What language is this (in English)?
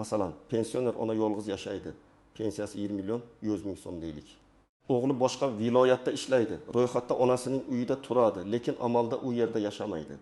Uzbek